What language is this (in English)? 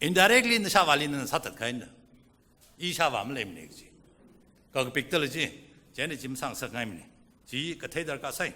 Tangkhul Naga (India)